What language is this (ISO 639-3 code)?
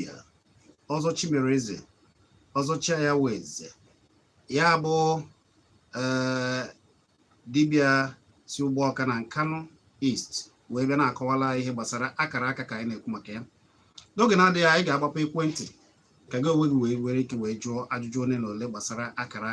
ibo